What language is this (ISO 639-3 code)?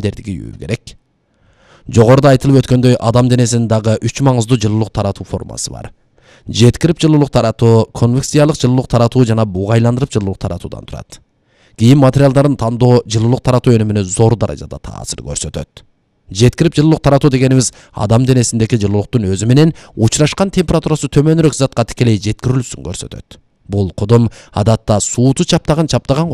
kir